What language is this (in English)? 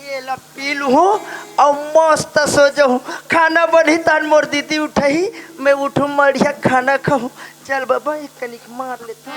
Chhattisgarhi